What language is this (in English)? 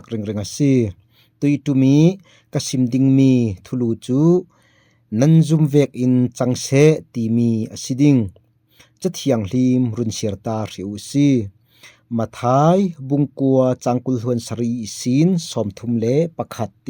Falam Chin